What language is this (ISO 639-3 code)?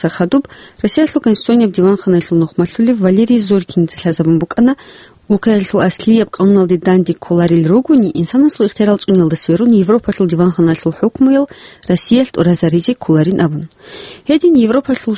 ava